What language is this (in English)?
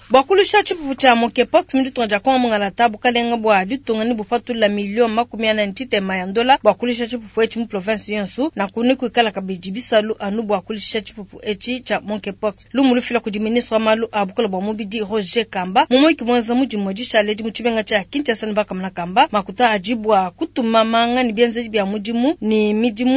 Luba-Lulua